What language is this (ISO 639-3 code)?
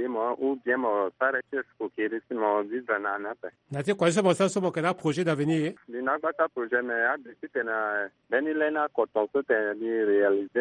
sag